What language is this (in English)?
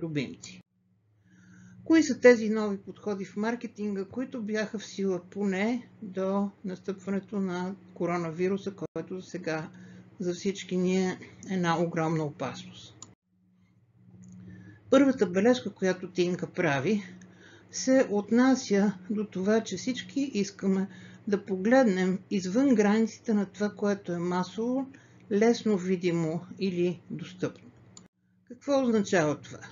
Bulgarian